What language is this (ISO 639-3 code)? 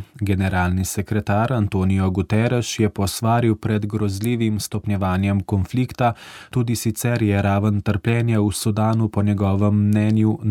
slv